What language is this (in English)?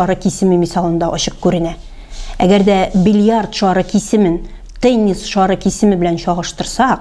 Tatar